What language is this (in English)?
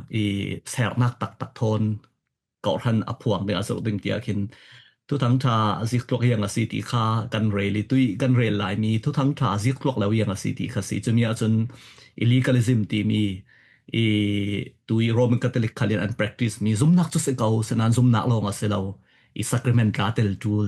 Falam Chin